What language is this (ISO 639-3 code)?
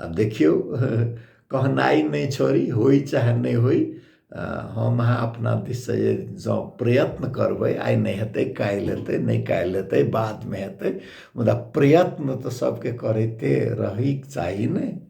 mai